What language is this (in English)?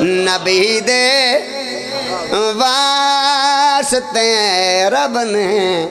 Pahari-Potwari